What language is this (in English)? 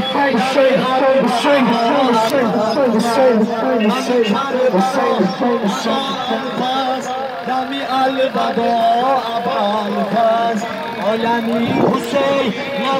Persian